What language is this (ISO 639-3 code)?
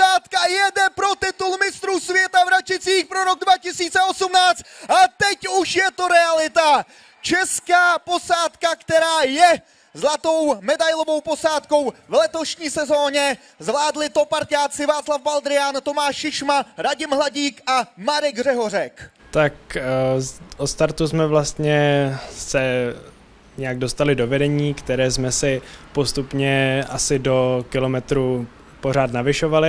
ces